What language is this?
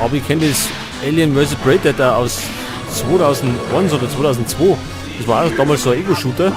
Bavarian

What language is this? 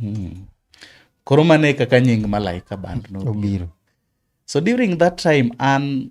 Luo (Kenya and Tanzania)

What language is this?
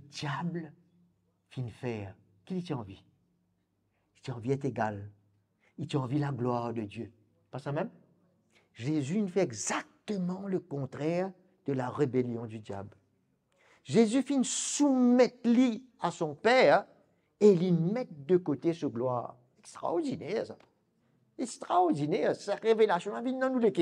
Morisyen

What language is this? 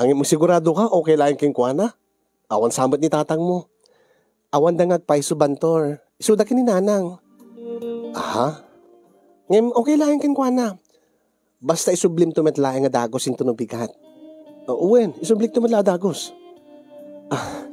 Iloko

